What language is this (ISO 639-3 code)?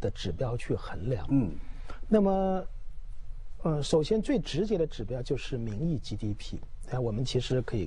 zho